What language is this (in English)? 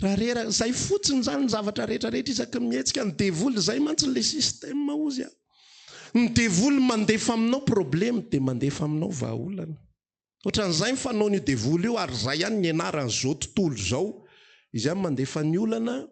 Malagasy